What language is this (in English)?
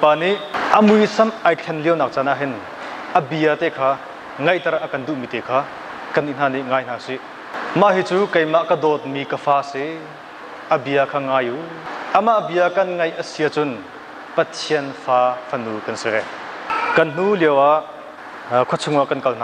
Hakha Chin